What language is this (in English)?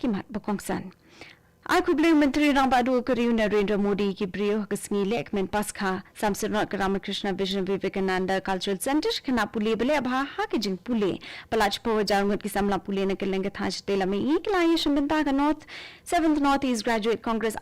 Khasi